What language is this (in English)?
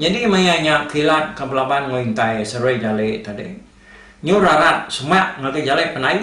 Iban